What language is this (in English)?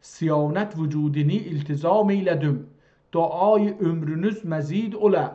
South Azerbaijani